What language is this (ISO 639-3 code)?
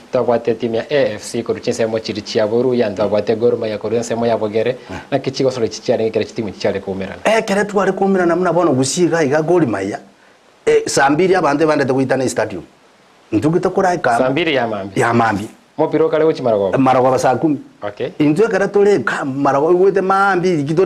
guz